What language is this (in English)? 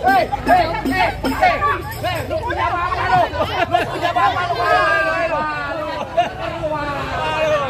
Betawi